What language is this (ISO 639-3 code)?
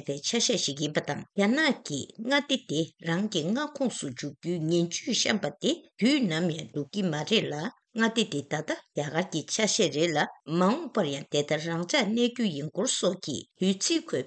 bod